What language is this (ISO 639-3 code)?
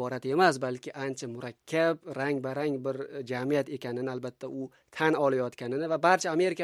uzb